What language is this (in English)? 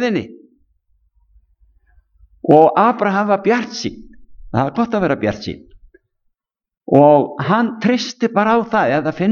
Icelandic